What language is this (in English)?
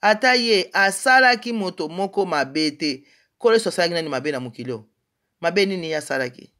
Lingala